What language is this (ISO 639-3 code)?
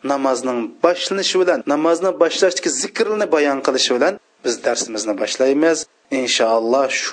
uig